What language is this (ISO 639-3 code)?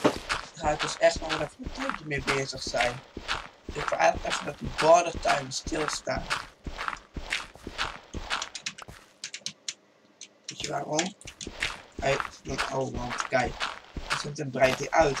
nld